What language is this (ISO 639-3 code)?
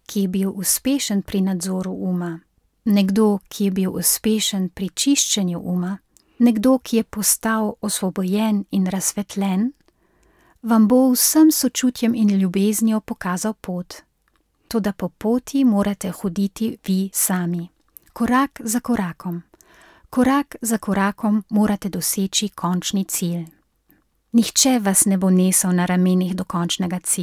slv